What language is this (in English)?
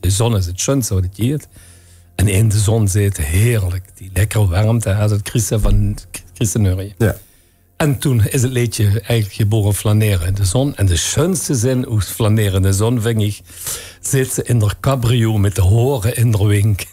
Limburgish